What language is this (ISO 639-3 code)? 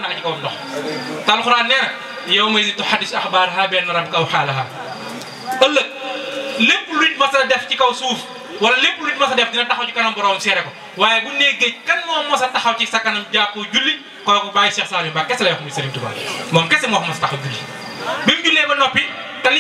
wol